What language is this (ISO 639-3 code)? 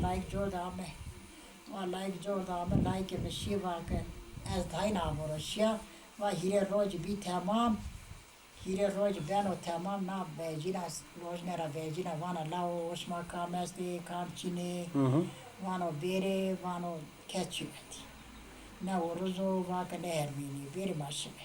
zza